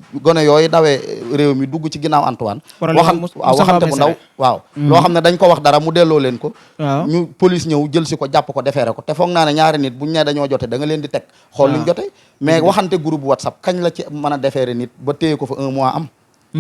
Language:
Wolof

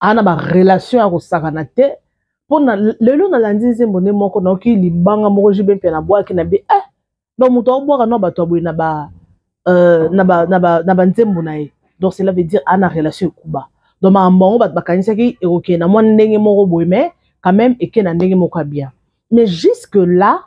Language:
Lingala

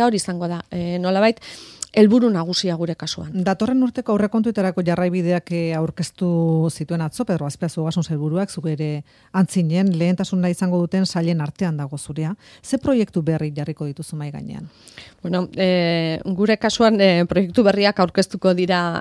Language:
Basque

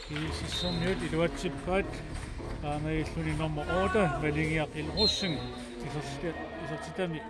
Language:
Kalaallisut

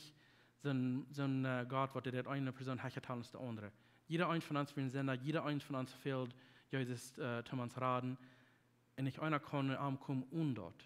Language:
Plautdietsch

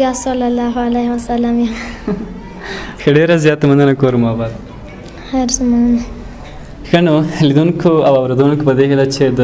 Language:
Pashto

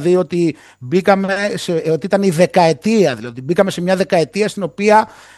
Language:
Greek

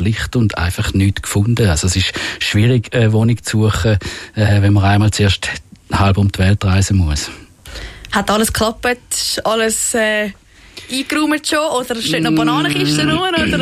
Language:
Swiss German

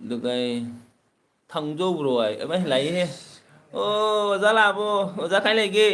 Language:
Manipuri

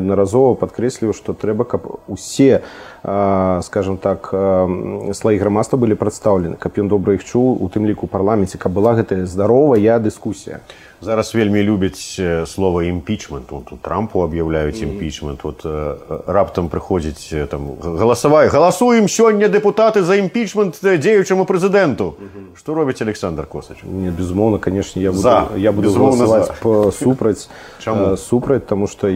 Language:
Belarusian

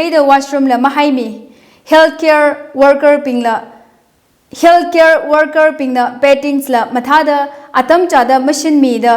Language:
Tangkhul Naga (India)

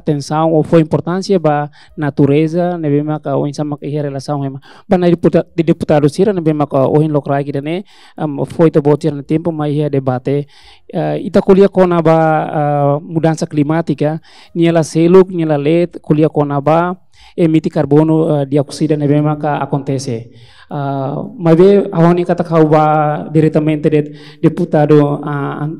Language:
Tetum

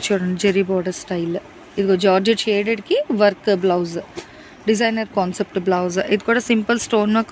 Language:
Telugu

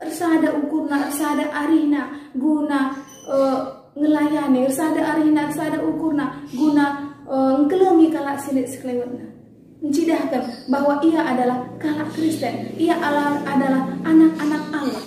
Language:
Batak Karo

